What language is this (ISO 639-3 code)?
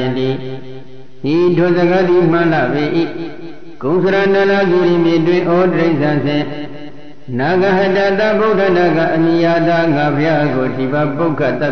mya